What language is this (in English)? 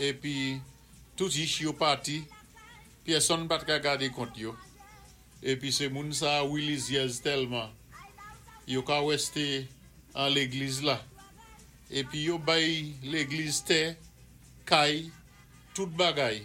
Saint Lucian Creole French